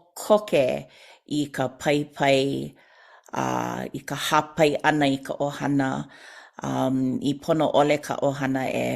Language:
Hawaiian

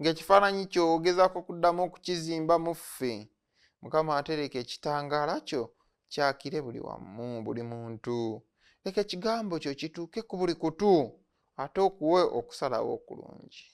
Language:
Ganda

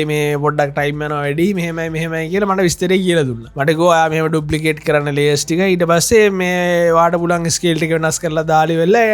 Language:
Sinhala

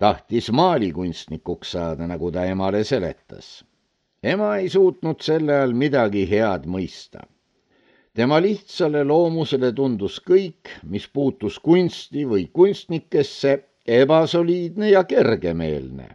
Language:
Estonian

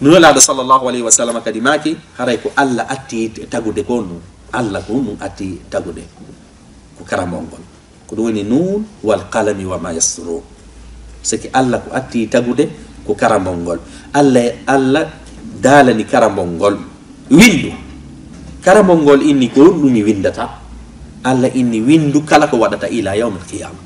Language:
Fula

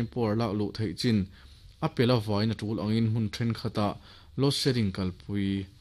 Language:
Mizo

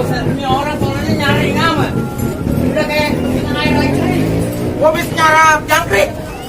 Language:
Betawi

